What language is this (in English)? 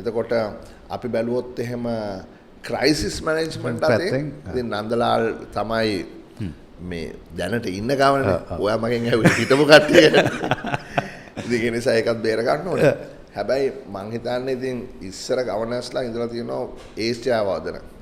Sinhala